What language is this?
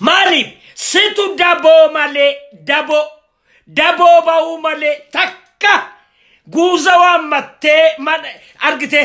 Oromo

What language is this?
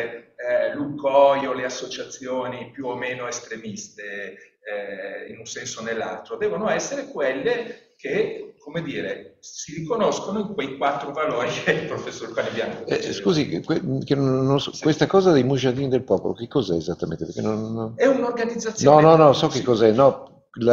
Italian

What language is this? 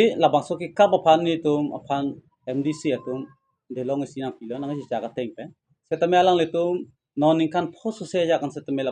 Karbi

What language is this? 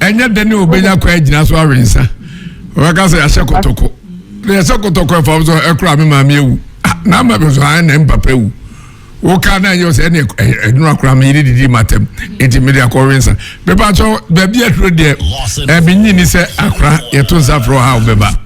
Akan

